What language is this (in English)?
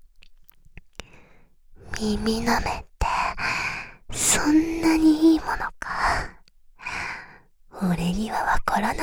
Japanese